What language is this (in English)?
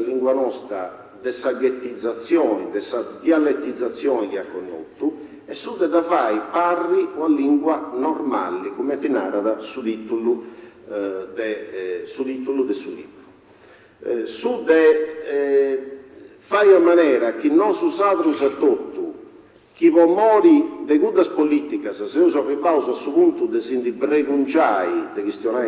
Sardinian